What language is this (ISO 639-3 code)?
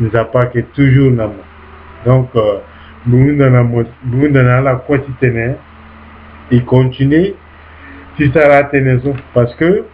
sag